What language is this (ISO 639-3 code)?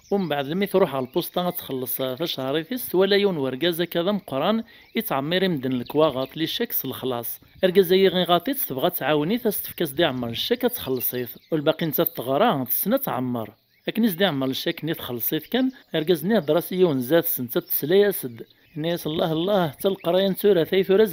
kab